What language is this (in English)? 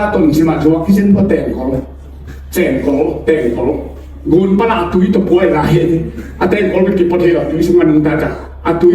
Tedim Chin